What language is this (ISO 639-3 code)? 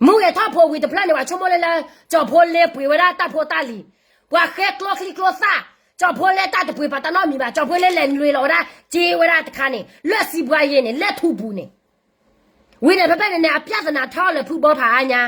ksw